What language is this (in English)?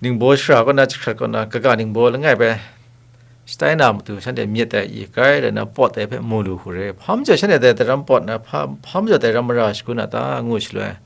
Kachin